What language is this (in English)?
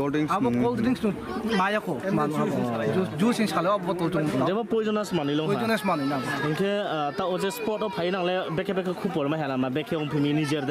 Riang (India)